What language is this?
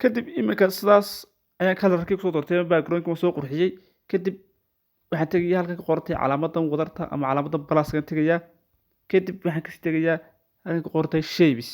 Somali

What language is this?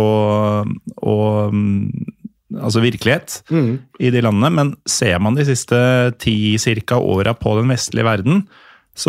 Norwegian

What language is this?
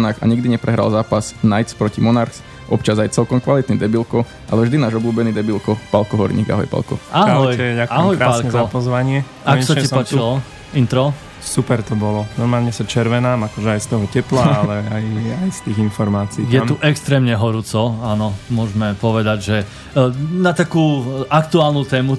Slovak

